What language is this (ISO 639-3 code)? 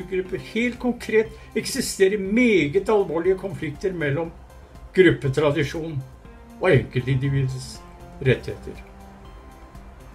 nor